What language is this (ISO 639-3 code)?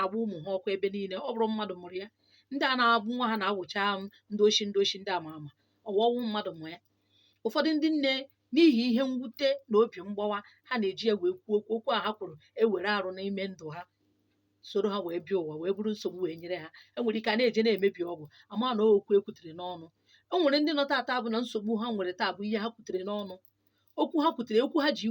ibo